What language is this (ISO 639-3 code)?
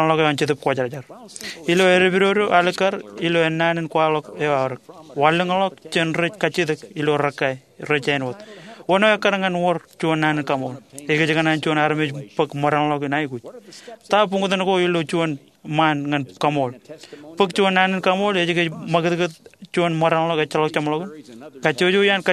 mah